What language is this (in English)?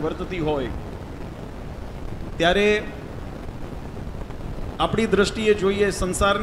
Gujarati